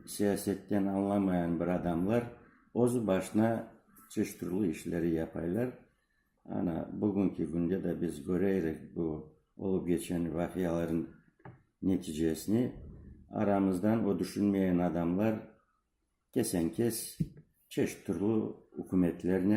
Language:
Crimean Tatar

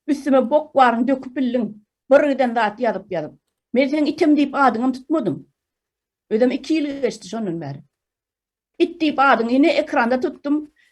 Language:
Turkmen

